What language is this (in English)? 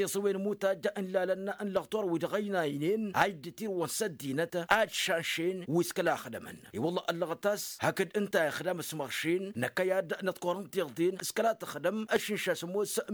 Tamasheq